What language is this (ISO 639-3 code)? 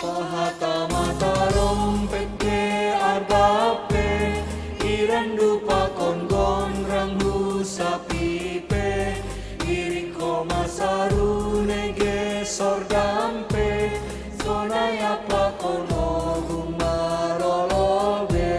bts